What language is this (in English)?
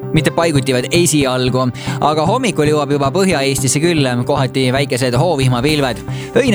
Estonian